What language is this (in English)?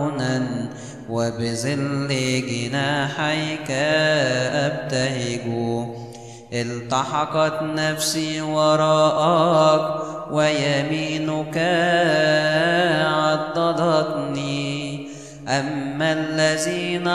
Arabic